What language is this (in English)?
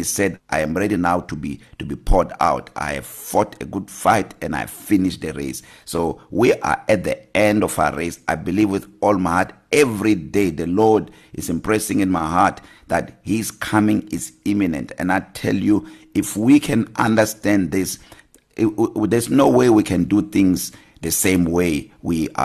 English